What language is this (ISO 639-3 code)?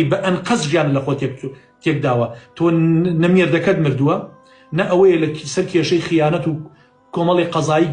ckb